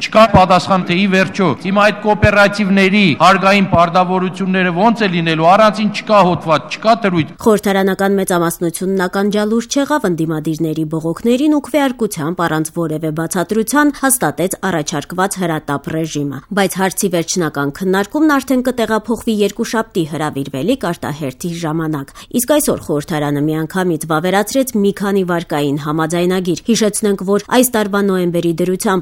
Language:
Armenian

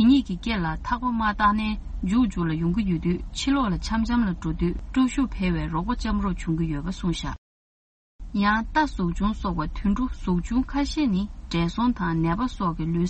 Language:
Tibetan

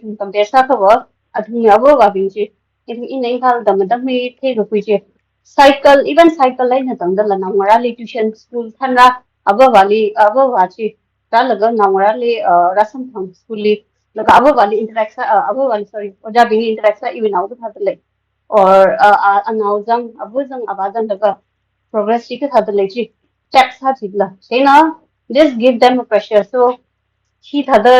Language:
Tangkhul Naga (India)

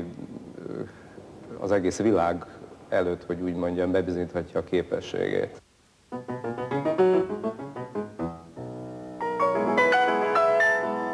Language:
Hungarian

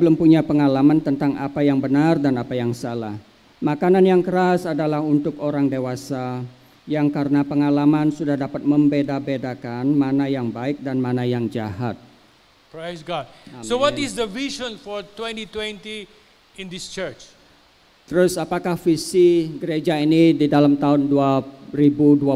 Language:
Indonesian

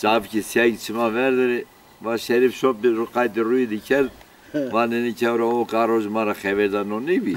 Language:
Zaza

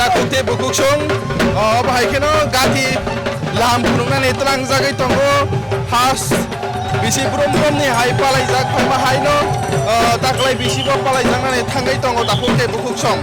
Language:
Kok Borok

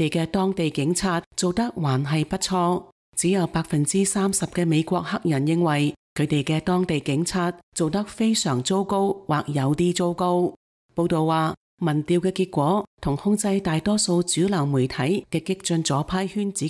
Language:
Cantonese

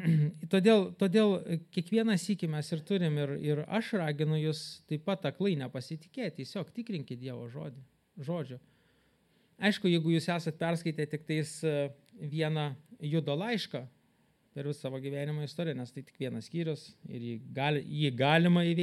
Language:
Lithuanian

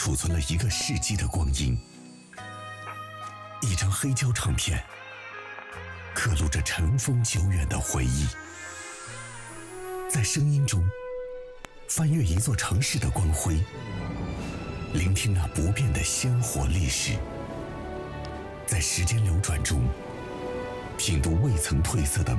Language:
Chinese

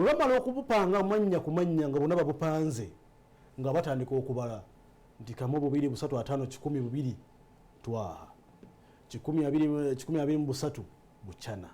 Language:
Ganda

